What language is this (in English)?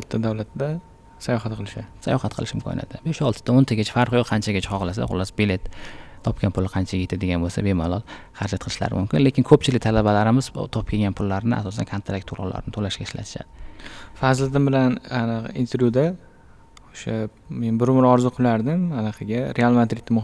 Uzbek